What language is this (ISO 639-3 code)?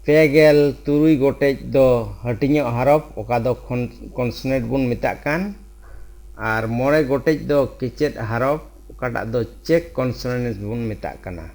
sat